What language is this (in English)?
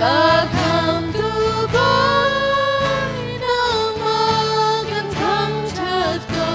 Hakha Chin